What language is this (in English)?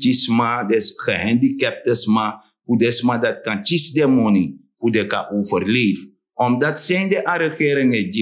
Sranan Tongo